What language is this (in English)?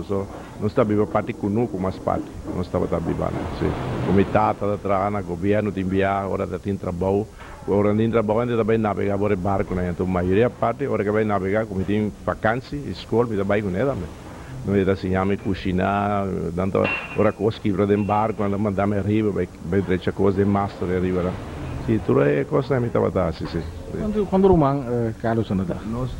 Papiamento